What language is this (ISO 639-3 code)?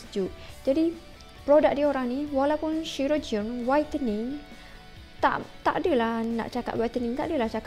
msa